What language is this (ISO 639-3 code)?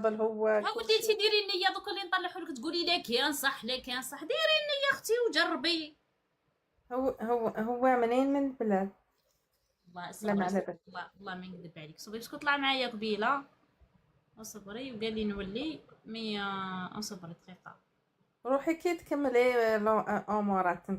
arq